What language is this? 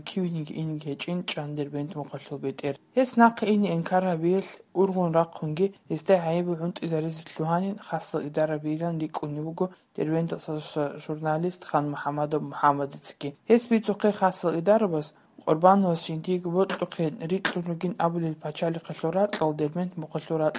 Avaric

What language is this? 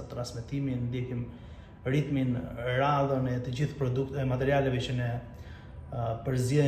Albanian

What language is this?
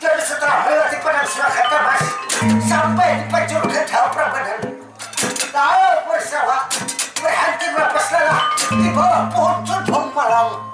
Banjar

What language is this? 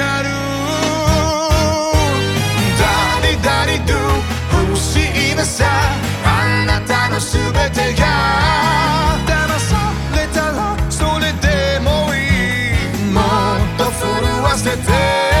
Japanese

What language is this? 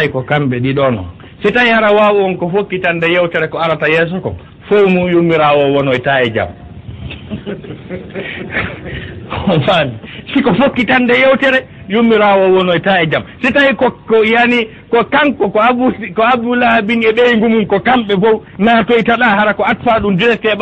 Fula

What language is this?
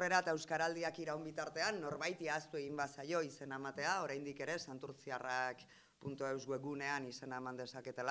Basque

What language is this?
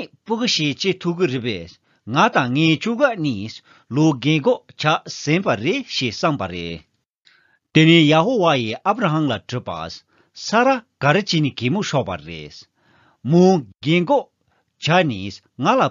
Tibetan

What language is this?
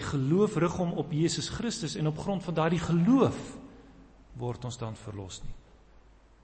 Afrikaans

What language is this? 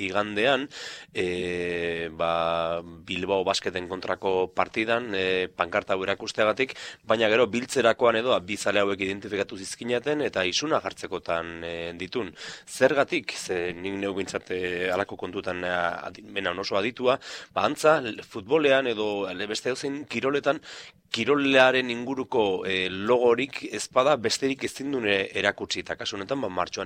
Basque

